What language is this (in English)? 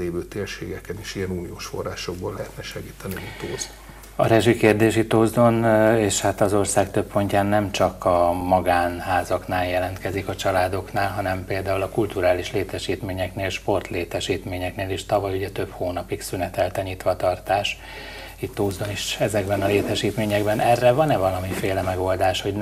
Hungarian